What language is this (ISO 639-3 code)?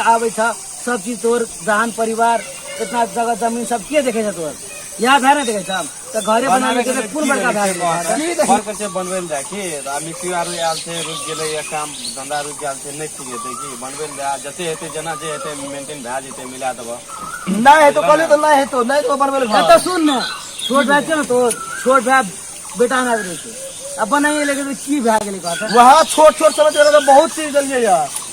mai